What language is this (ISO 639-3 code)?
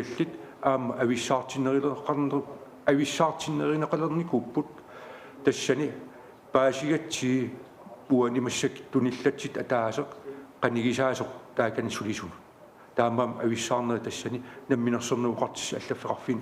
kal